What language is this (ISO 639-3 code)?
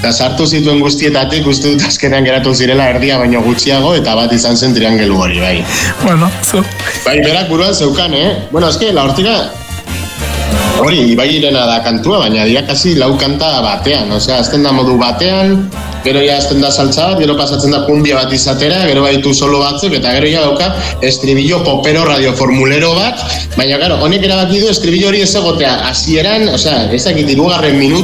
eus